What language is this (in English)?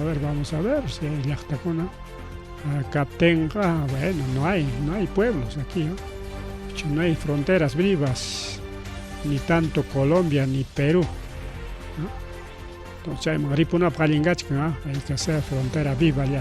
Ayacucho Quechua